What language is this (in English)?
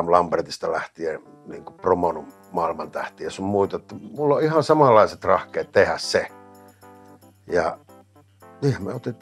Finnish